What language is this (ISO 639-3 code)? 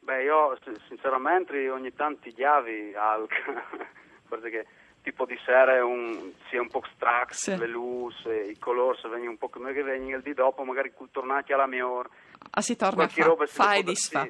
fur